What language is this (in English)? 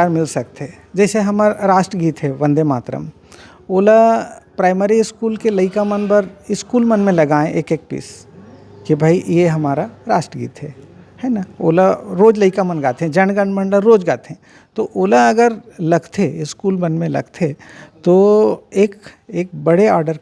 Chhattisgarhi